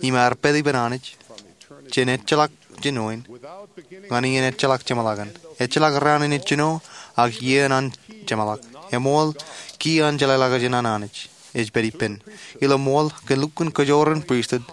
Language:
Marshallese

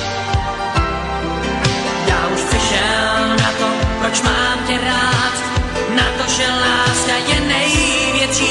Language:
Czech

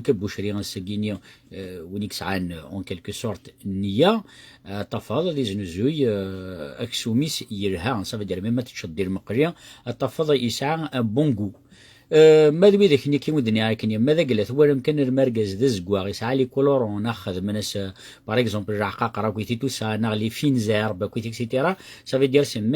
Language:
Kabyle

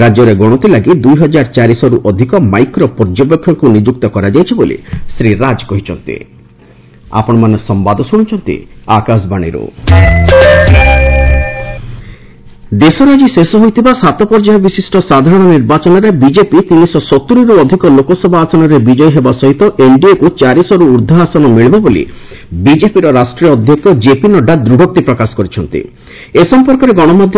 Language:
Odia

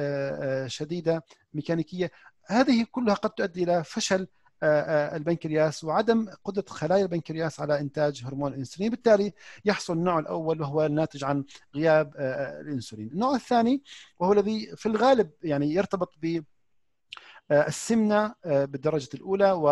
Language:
Arabic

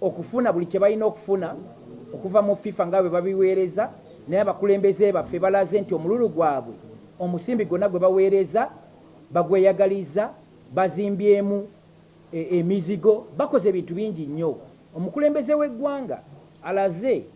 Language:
Ganda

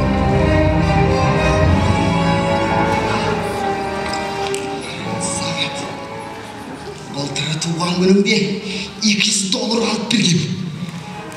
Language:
Kazakh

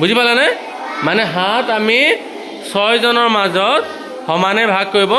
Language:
Assamese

